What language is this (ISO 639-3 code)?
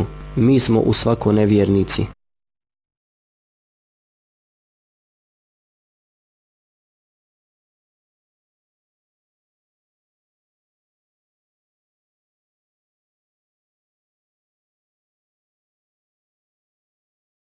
bos